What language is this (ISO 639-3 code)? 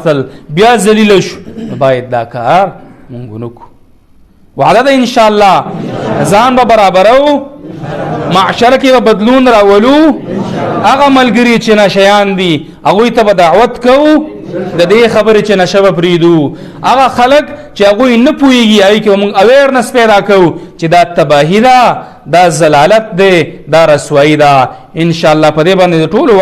pus